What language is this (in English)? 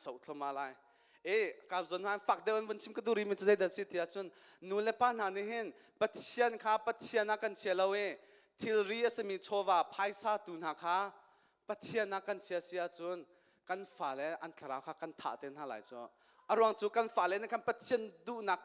Hakha Chin